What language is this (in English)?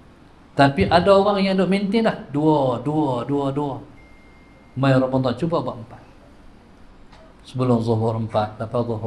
Malay